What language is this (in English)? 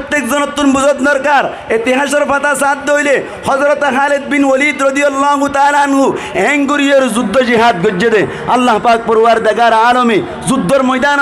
Rohingya